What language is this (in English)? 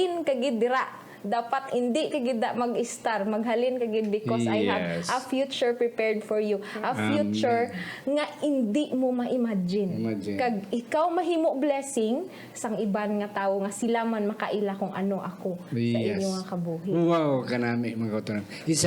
Hiligaynon